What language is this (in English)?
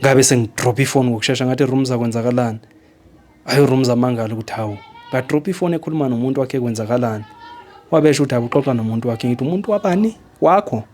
Zulu